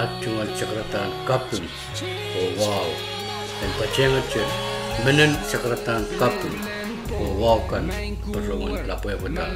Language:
Pohnpeian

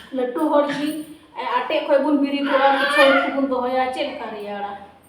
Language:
Santali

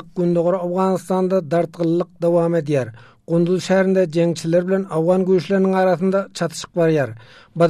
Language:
Turkmen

